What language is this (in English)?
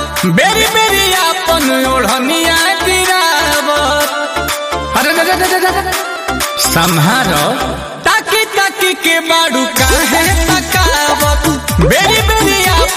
Bhojpuri